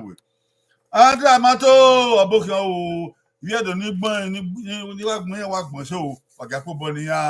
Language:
Bini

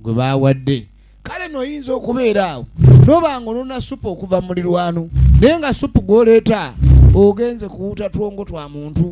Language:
Soga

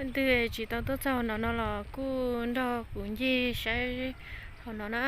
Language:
Hmong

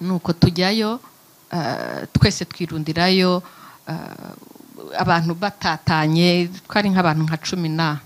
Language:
Kinyarwanda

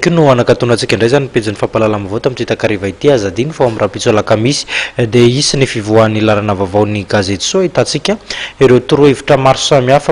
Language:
Malagasy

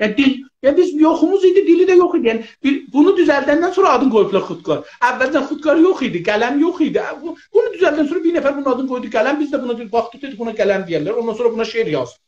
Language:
South Azerbaijani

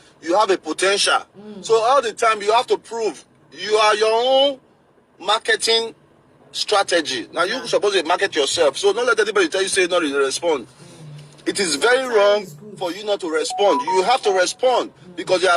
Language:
Nigerian Pidgin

